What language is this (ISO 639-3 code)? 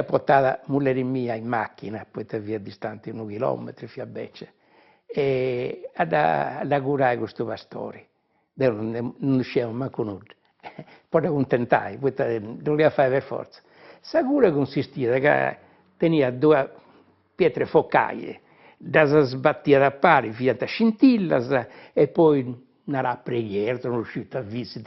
srd